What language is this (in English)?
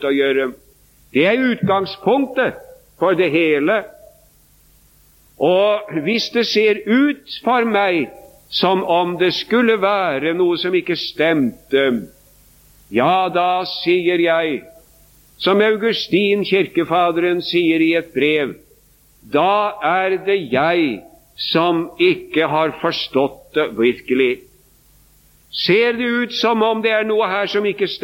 Norwegian